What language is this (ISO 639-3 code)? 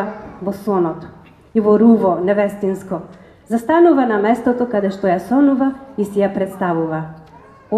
mkd